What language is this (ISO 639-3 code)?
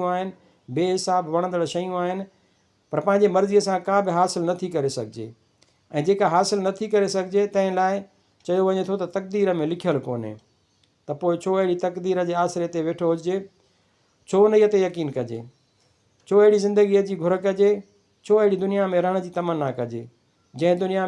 snd